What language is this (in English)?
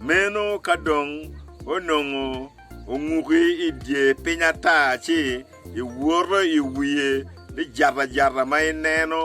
Acoli